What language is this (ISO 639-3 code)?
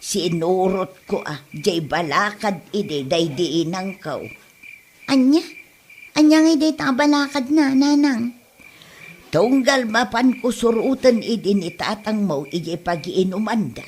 ilo